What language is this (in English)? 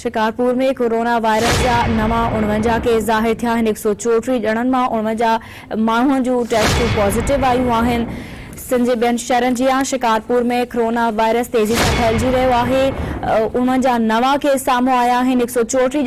Sindhi